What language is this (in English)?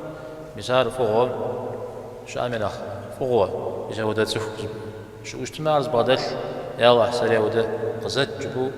Kabardian